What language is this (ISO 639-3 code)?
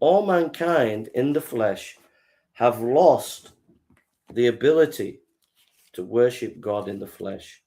eng